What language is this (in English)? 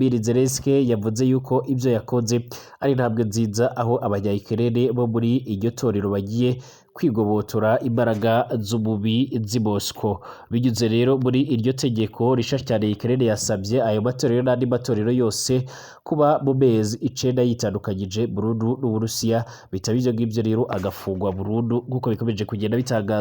Rundi